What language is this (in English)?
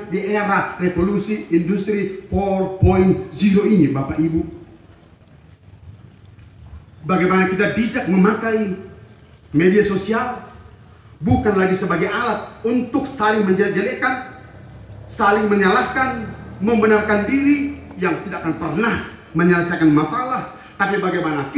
Indonesian